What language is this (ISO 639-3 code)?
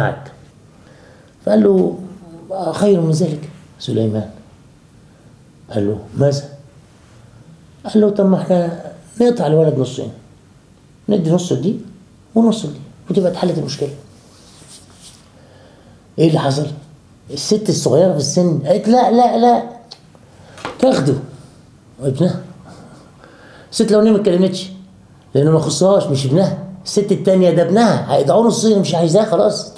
arz